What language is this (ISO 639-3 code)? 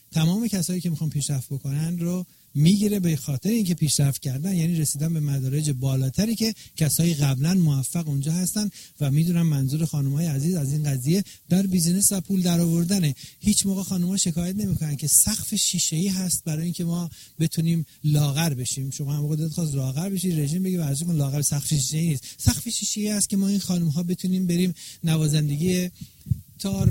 fas